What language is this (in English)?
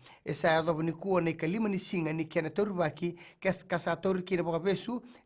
Fijian